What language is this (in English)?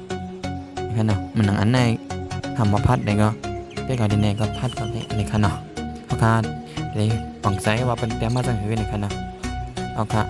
Shan